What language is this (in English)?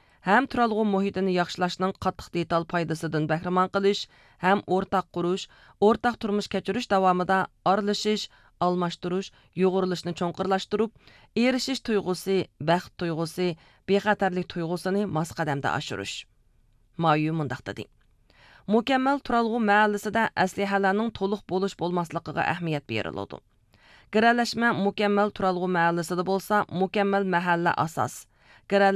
Uyghur